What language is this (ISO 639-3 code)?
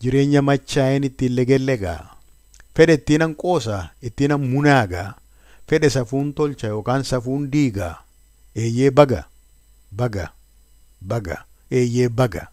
orm